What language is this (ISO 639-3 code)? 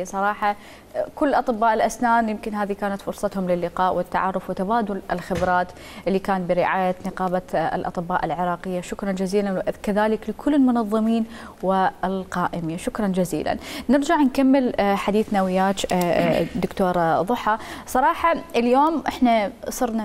acm